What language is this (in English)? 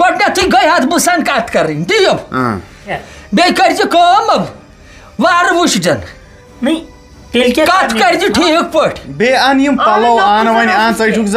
Kashmiri